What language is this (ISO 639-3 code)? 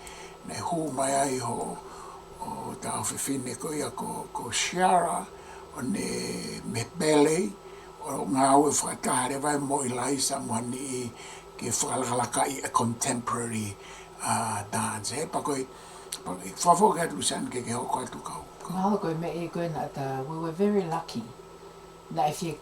ton